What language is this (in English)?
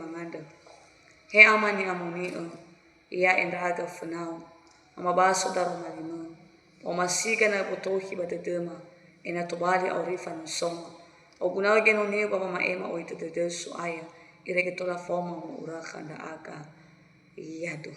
Nias